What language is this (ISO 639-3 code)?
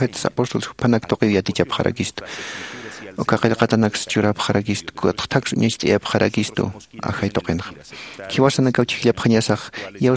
aym